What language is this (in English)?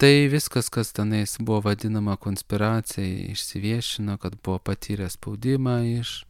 Lithuanian